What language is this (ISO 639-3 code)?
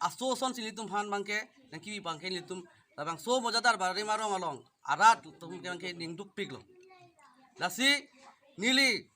mjw